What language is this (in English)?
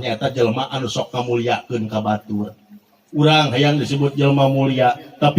Sundanese